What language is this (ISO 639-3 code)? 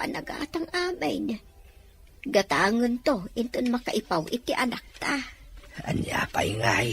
ilo